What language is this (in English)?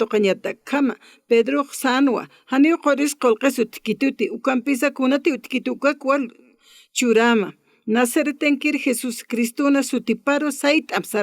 Aymara